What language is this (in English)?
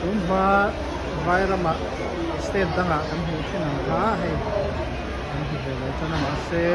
Mizo